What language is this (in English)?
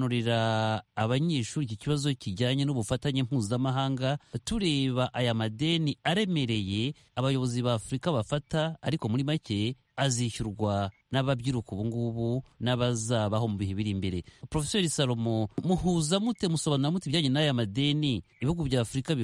Kinyarwanda